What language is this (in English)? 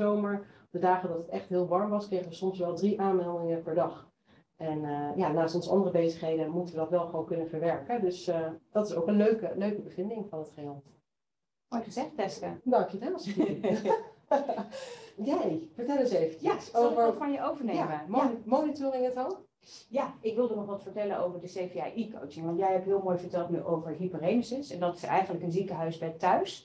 Dutch